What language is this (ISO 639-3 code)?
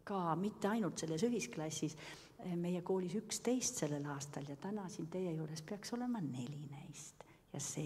est